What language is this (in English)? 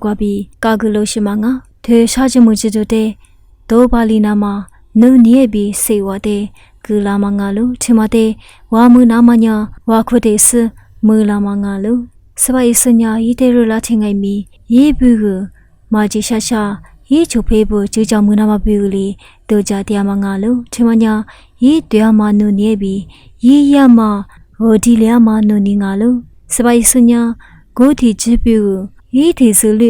Lisu